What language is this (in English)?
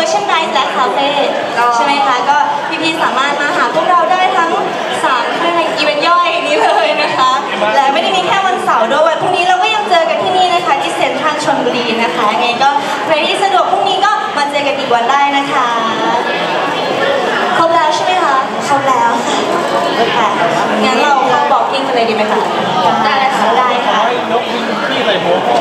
Thai